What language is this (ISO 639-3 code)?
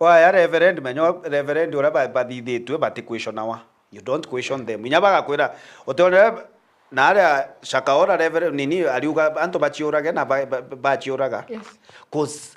mer